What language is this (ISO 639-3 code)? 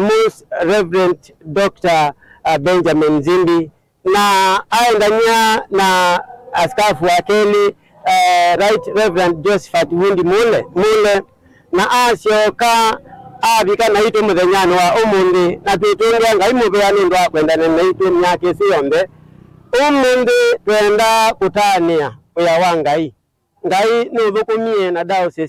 kam